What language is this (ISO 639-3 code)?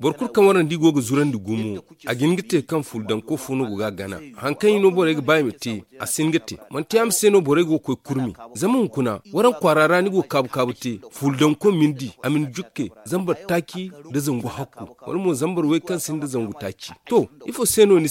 dje